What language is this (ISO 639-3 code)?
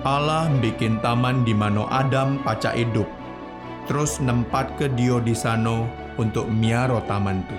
mui